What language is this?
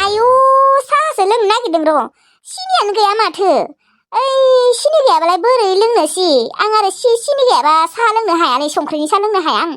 Bodo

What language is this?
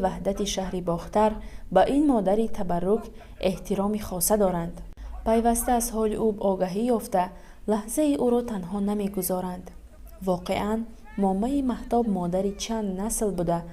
Tajik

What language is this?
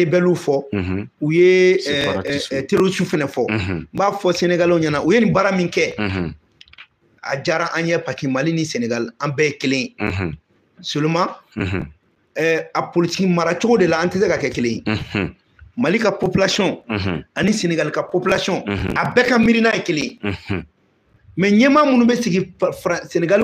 Bambara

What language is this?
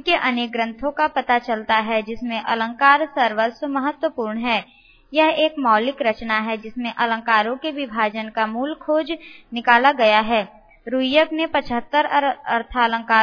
Hindi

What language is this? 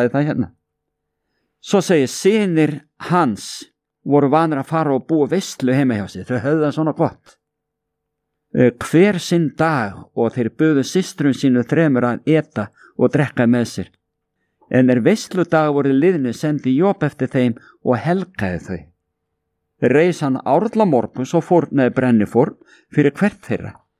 Icelandic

